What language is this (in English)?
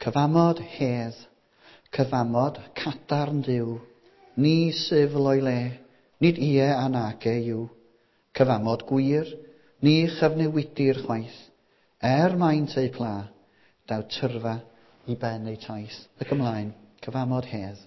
Welsh